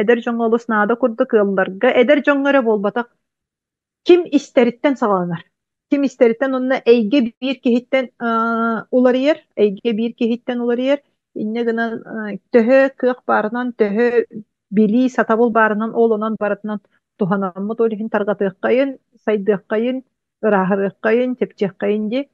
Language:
Yakut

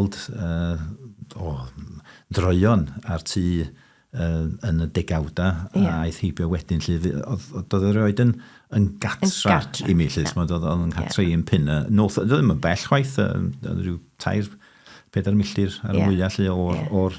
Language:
Welsh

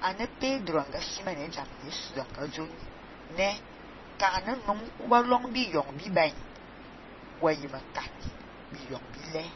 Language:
Fang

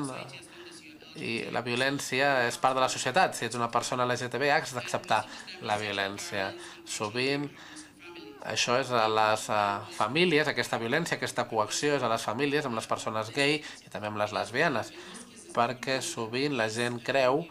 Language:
Catalan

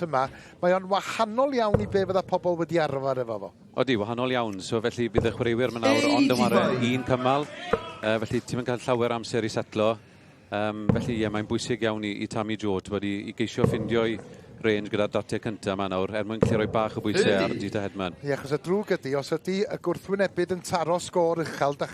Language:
Welsh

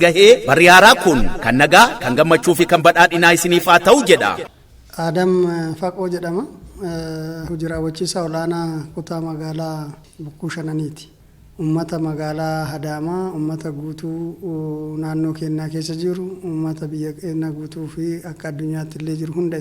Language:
Oromo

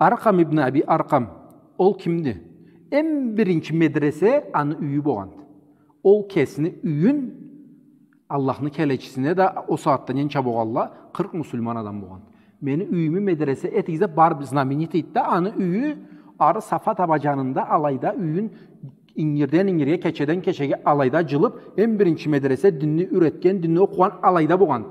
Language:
Karachay-Balkar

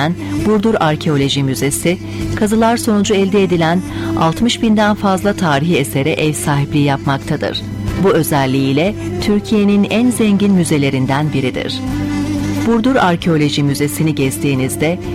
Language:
Turkish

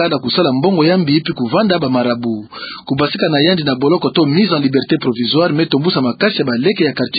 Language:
Kituba (Democratic Republic of Congo)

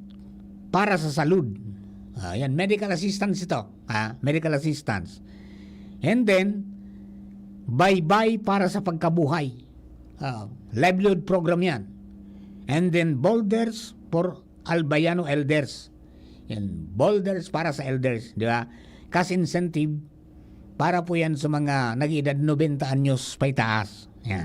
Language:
Bikol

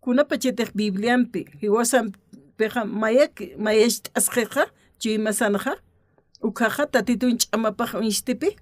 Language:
Aymara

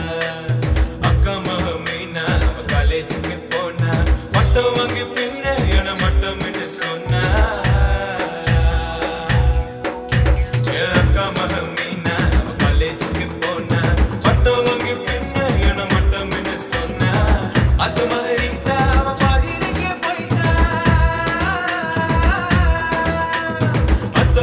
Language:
Tamil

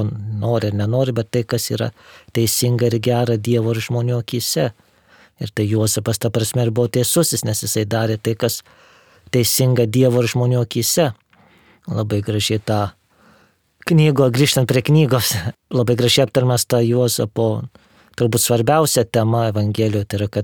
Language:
Lithuanian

